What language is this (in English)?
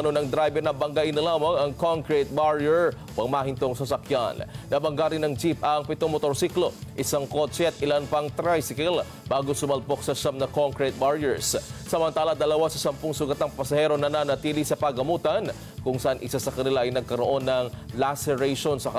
Filipino